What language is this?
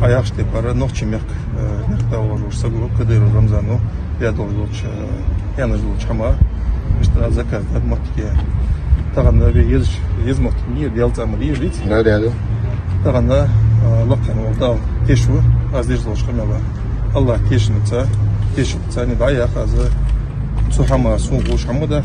Ingush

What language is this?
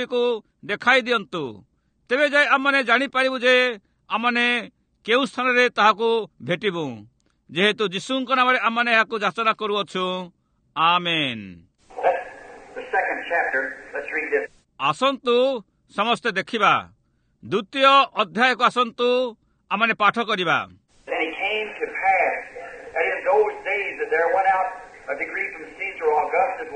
Odia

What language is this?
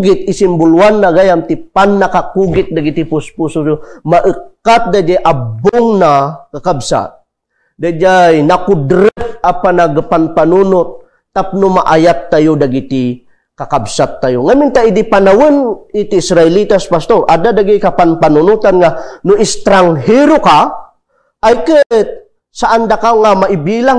Iloko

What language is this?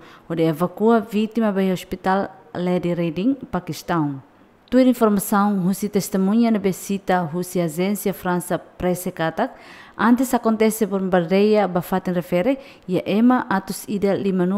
Tetum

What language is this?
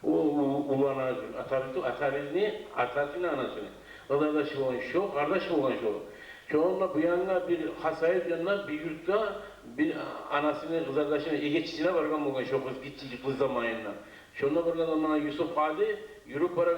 Kumyk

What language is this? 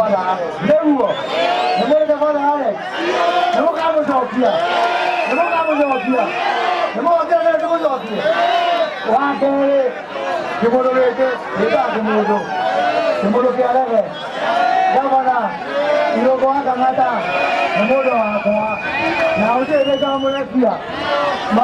Kikuyu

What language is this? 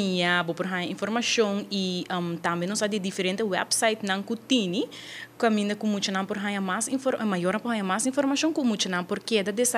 Papiamento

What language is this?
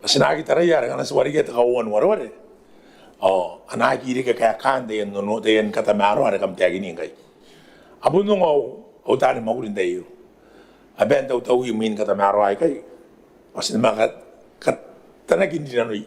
Gilbertese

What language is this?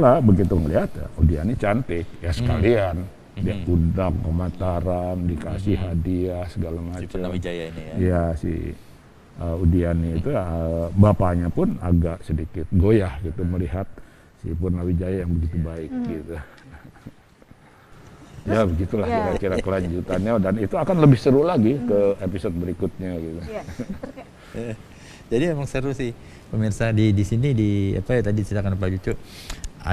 Indonesian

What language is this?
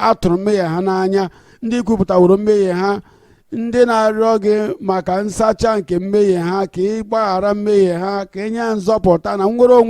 Igbo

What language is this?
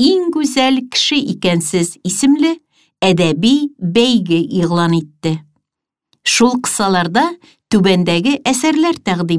Tatar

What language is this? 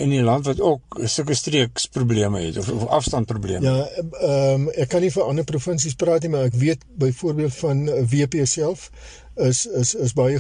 Afrikaans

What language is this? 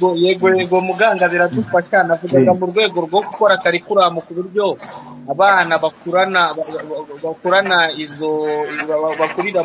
Kinyarwanda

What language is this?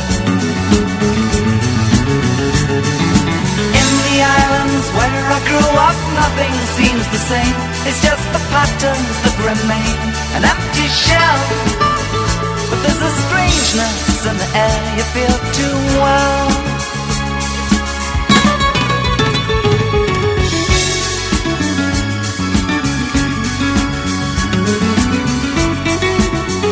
Greek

